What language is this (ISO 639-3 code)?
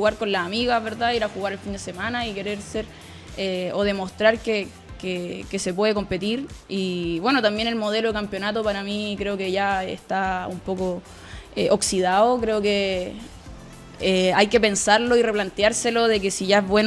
spa